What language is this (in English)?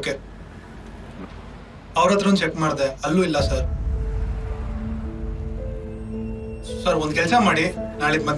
Kannada